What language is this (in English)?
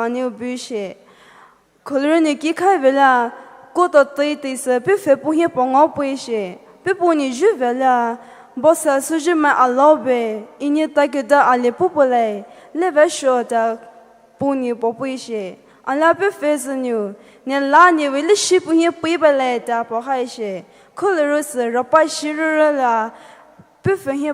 Poumei Naga